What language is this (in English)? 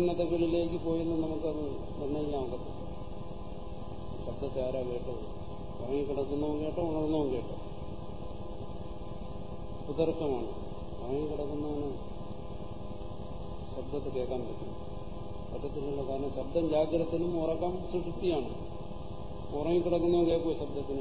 Malayalam